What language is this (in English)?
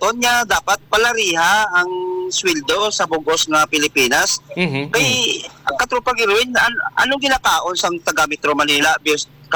Hiligaynon